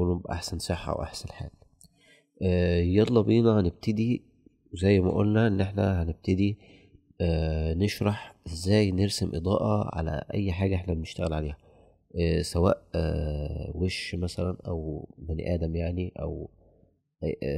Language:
Egyptian Arabic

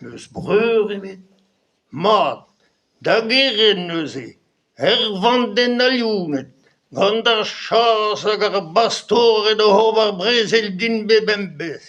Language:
Breton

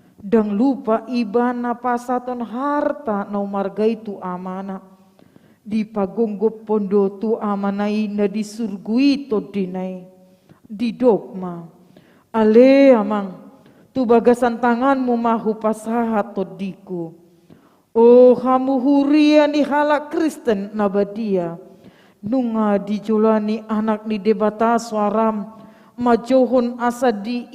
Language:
Batak Toba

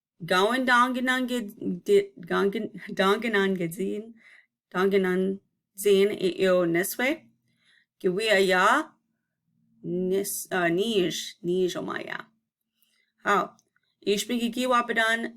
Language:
Chippewa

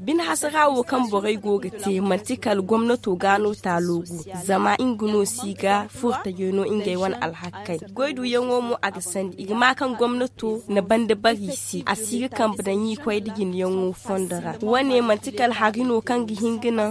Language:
Zarma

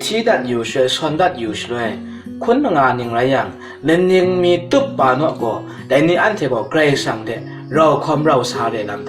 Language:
Kachin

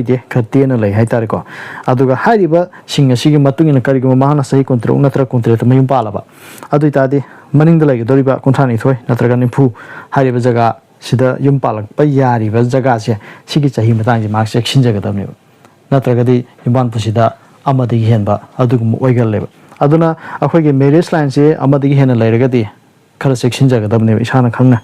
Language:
Manipuri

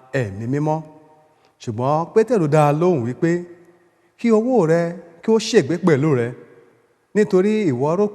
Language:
Yoruba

